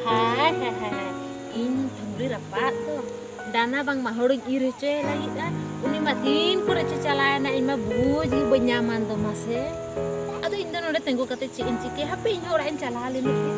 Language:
Santali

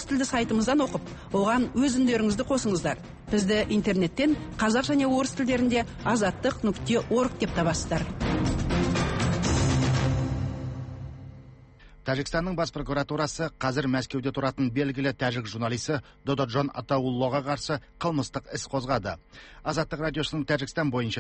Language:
Kazakh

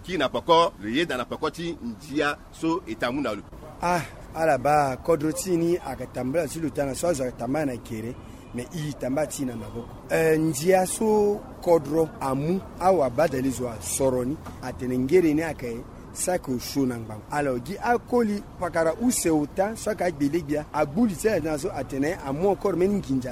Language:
Sango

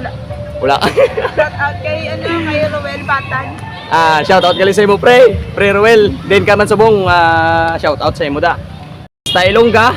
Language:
Hiligaynon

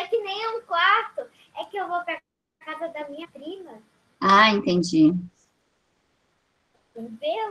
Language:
Portuguese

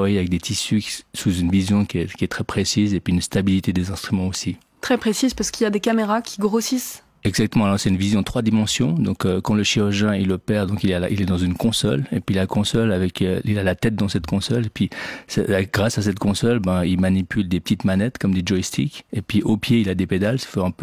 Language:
French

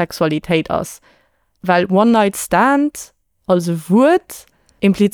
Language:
Luxembourgish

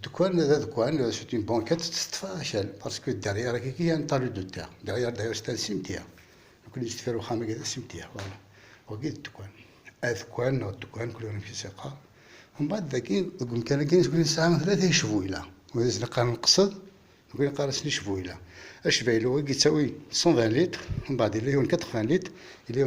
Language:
Kabyle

